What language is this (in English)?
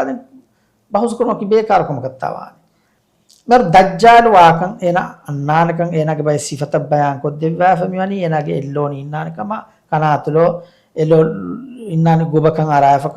Divehi